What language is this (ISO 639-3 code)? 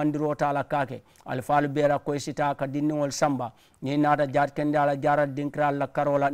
man